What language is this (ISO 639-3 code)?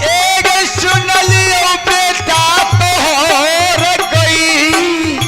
mai